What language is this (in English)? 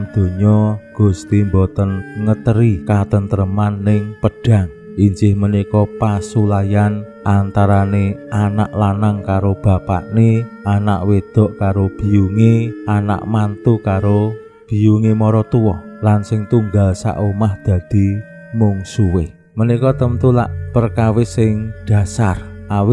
Javanese